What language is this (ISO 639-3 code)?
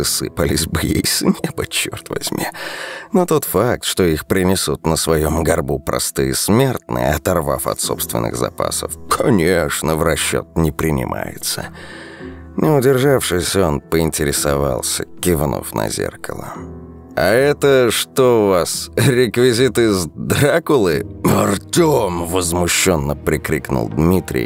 rus